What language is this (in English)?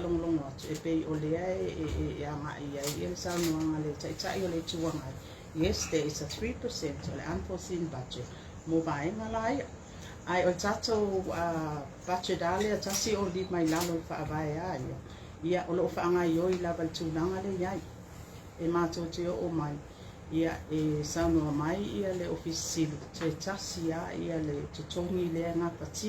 Samoan